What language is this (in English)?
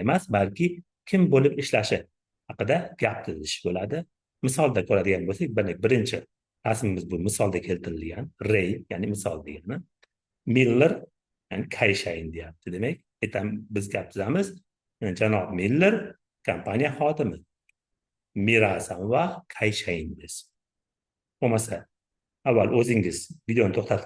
Uzbek